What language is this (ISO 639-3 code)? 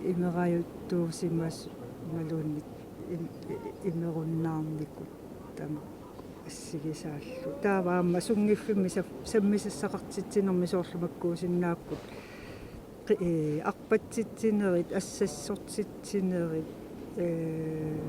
kal